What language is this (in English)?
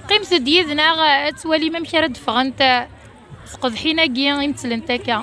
Kabyle